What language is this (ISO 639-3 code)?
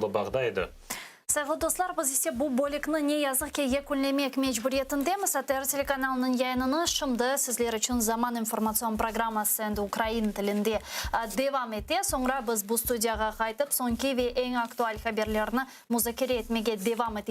crh